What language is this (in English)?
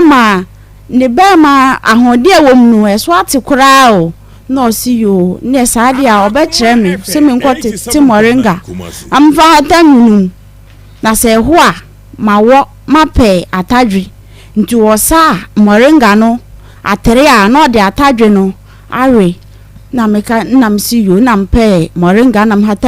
Akan